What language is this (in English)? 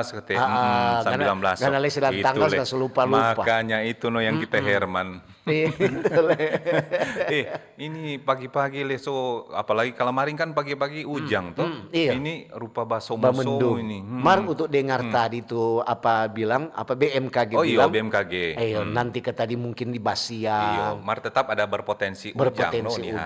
Manado Malay